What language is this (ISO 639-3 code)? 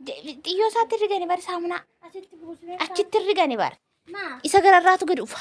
orm